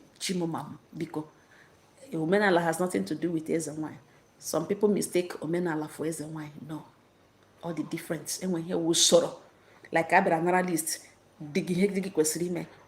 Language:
Igbo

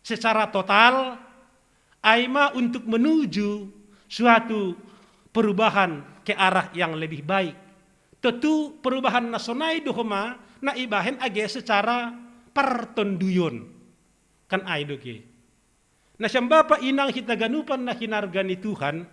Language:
Batak Simalungun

